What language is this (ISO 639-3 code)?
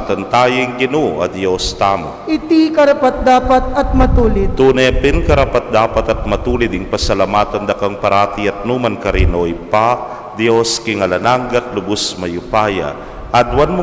pam